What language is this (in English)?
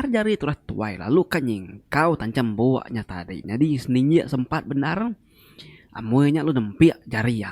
Iban